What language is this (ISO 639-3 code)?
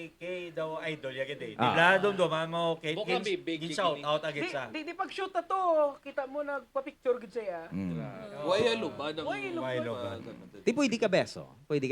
hil